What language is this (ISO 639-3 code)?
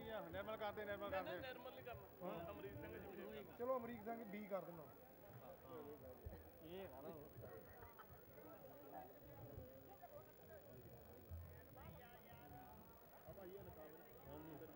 pan